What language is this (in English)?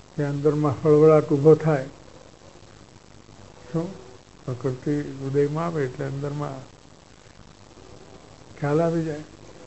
Gujarati